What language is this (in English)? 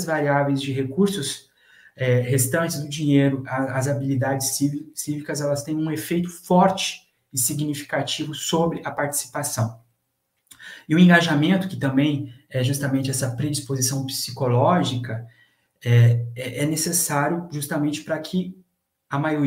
Portuguese